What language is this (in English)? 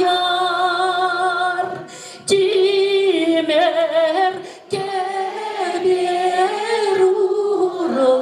Chuvash